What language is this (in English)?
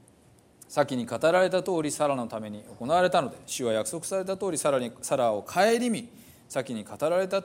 Japanese